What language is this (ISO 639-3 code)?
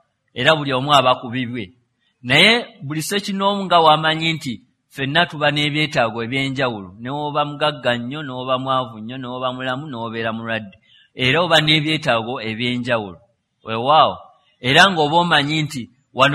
lug